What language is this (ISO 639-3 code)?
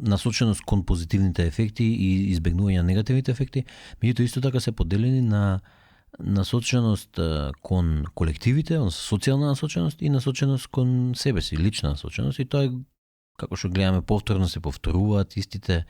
mkd